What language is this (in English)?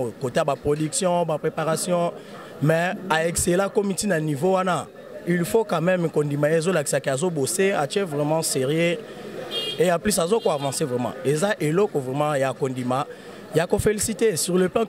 Lingala